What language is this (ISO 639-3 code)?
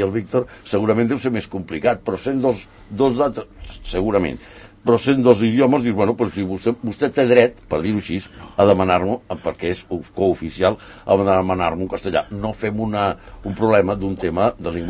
cat